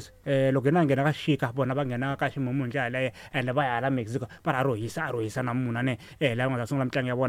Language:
Tsonga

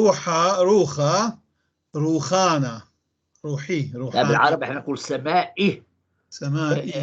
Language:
North Levantine Arabic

